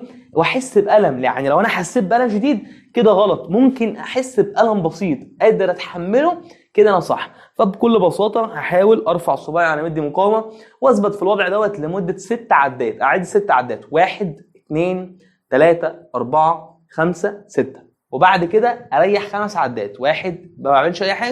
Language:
Egyptian Arabic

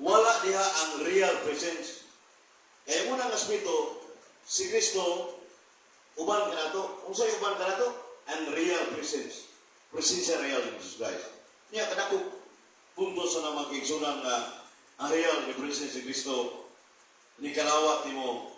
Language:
Cebuano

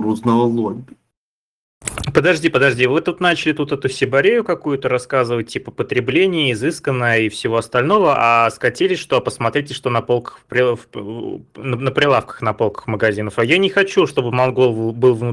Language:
Russian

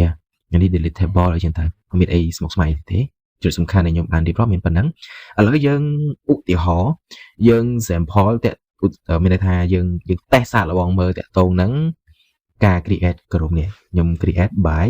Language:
Khmer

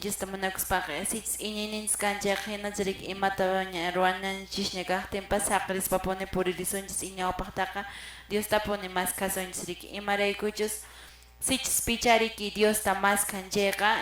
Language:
Quechua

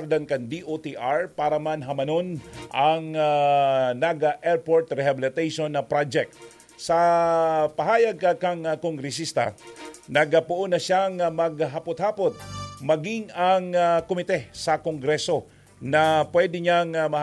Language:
Bikol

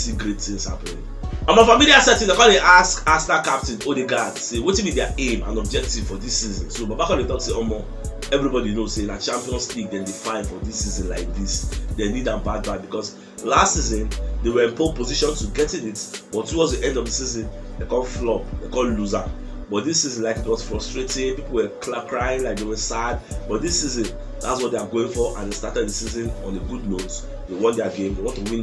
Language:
Nigerian Pidgin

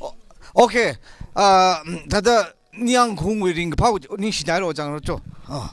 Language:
Tangkhul Naga (India)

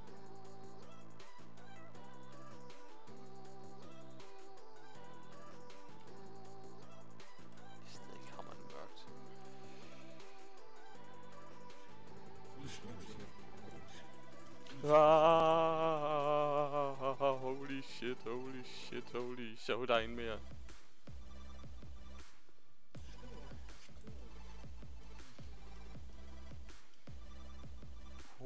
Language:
Danish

